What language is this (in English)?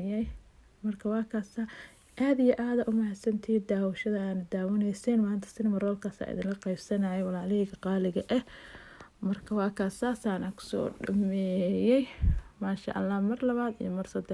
Somali